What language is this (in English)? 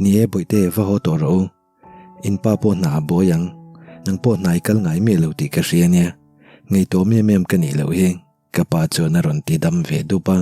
Mizo